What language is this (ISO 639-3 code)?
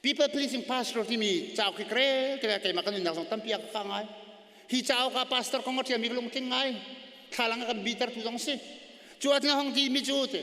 cnh